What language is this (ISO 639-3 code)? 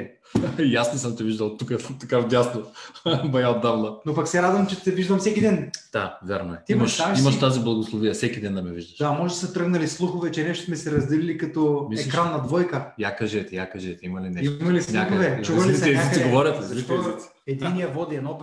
bul